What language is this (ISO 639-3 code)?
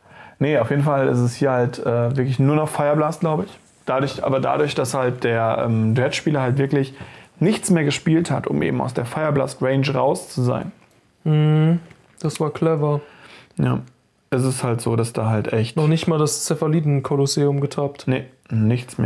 deu